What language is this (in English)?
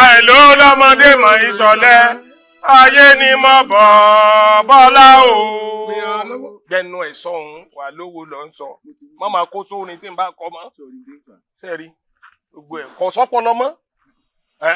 Yoruba